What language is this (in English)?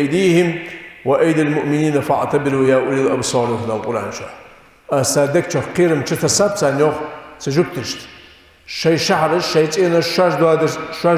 Ingush